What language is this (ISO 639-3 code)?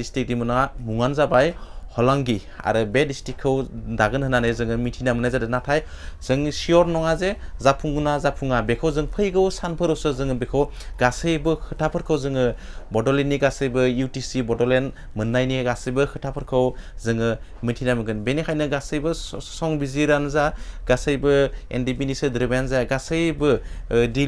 brx